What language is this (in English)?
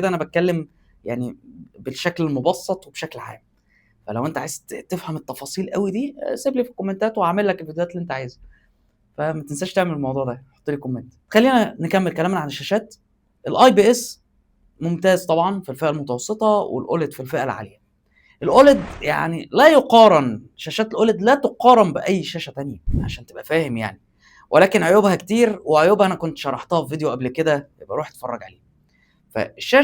Egyptian Arabic